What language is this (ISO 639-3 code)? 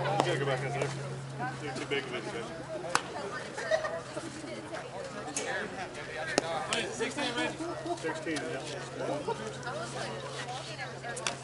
eng